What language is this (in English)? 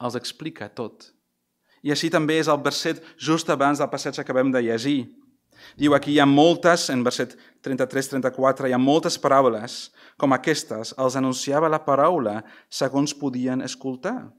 Catalan